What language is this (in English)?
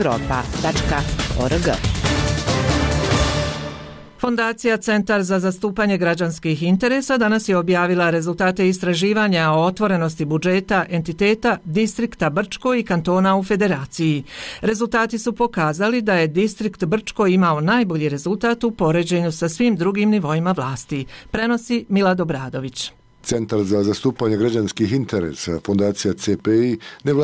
Bosnian